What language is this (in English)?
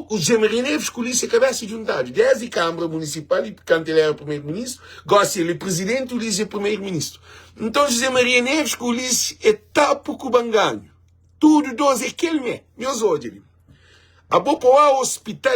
Kabuverdianu